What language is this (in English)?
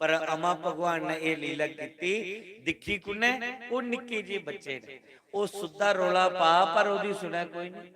Dogri